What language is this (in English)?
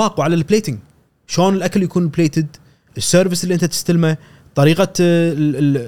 Gulf Arabic